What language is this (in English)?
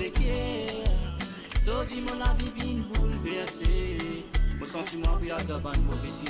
Morisyen